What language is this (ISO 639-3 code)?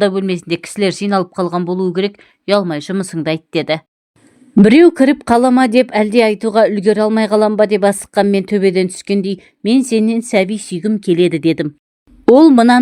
kaz